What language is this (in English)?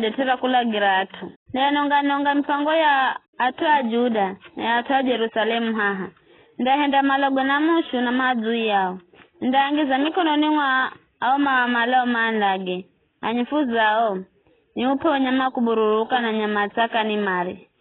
Giryama